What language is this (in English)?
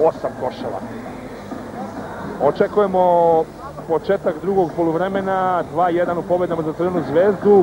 Serbian